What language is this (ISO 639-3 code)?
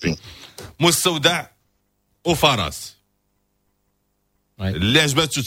ary